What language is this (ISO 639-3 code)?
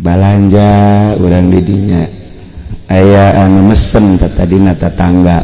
sun